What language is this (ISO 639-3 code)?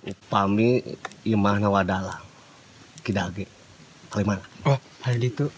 sun